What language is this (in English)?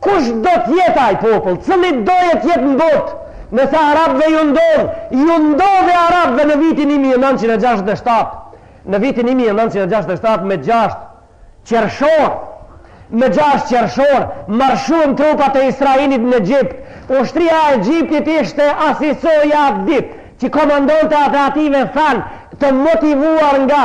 Albanian